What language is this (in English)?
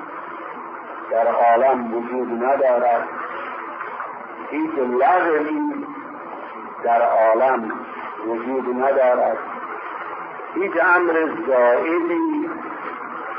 Persian